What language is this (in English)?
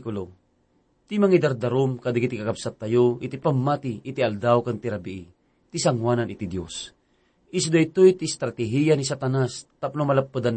Iloko